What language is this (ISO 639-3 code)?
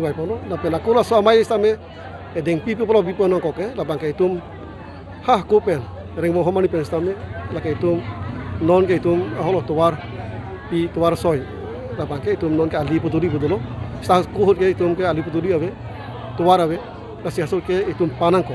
mjw